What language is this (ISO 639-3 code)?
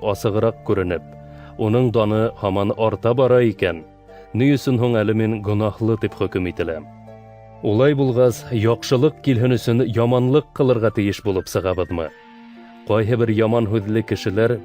bak